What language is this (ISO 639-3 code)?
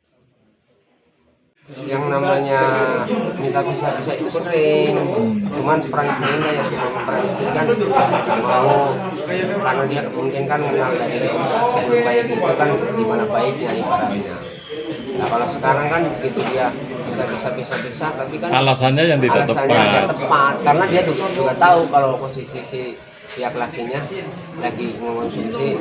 ind